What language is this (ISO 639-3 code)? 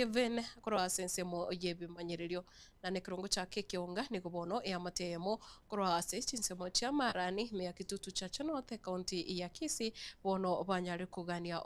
guz